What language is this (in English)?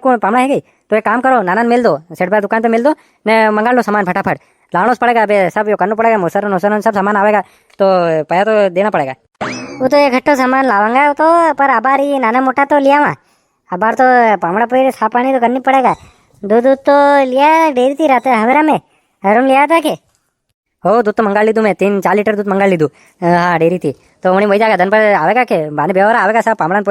Rajasthani